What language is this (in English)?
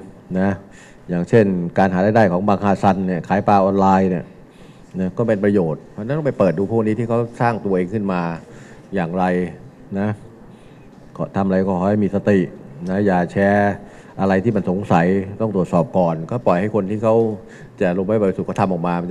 Thai